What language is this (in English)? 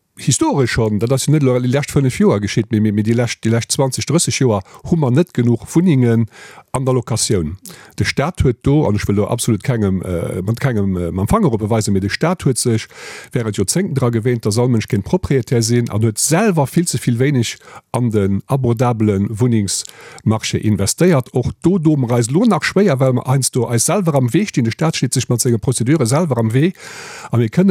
Luxembourgish